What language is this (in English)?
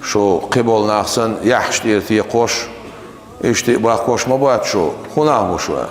Chechen